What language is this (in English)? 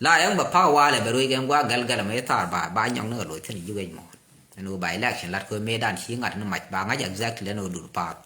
Nuer